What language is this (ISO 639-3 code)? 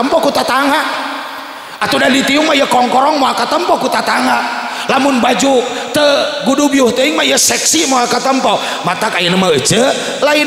sun